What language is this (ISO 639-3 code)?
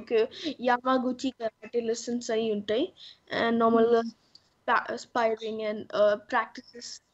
tel